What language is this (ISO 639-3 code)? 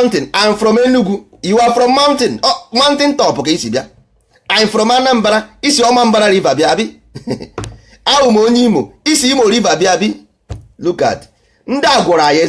ibo